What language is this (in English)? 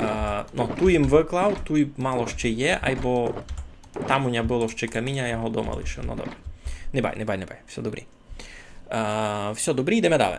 Rusyn